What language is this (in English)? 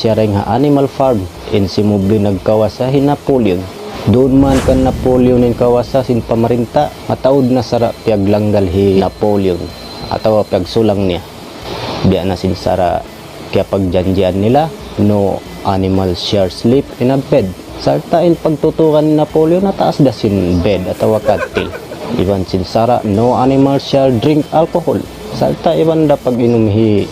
Tausug